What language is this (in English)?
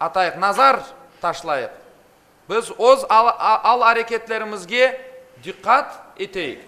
Crimean Tatar